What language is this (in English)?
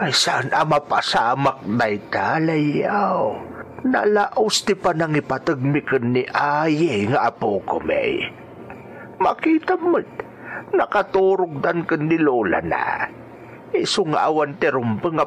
Iloko